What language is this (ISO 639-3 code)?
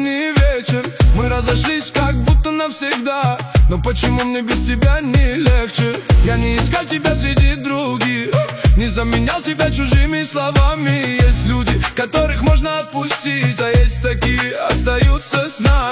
rus